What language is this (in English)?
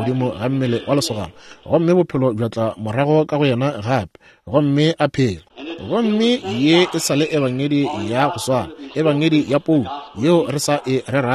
Northern Sotho